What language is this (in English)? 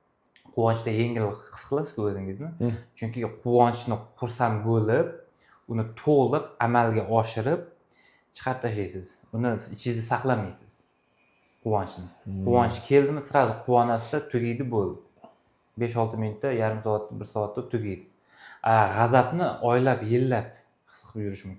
Uzbek